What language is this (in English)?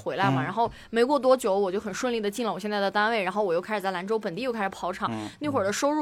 Chinese